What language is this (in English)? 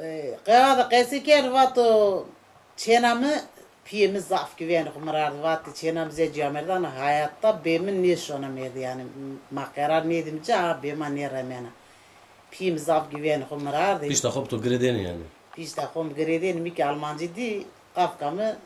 Zaza